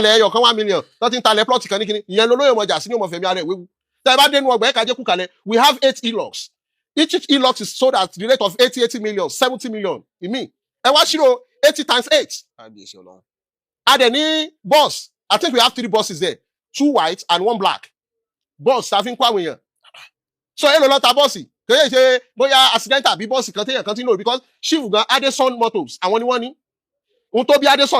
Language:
Yoruba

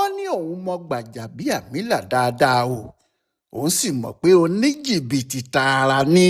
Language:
Yoruba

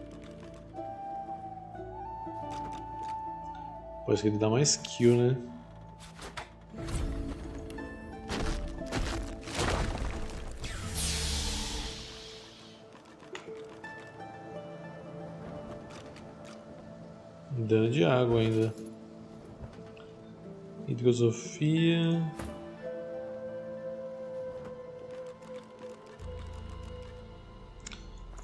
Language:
Portuguese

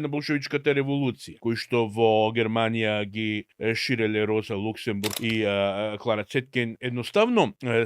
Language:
Macedonian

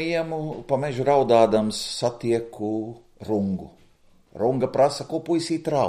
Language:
Latvian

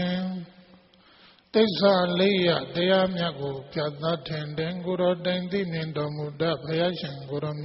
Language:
Burmese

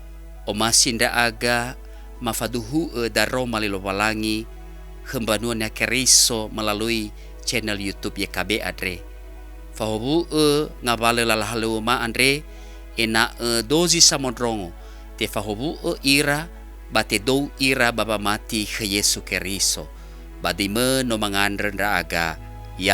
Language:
Nias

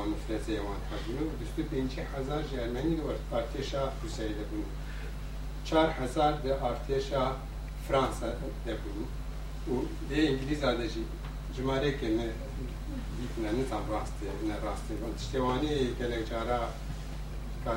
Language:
Kurdish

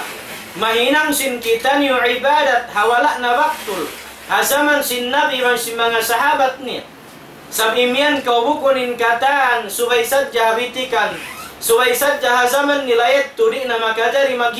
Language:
Tausug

